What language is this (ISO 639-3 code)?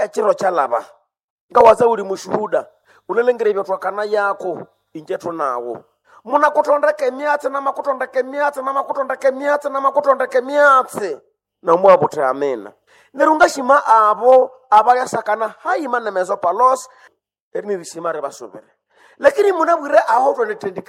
nnb